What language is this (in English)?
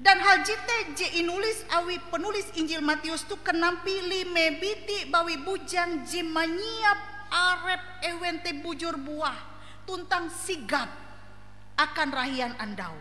Ngaju